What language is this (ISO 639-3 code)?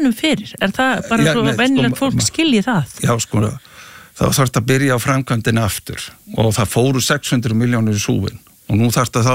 isl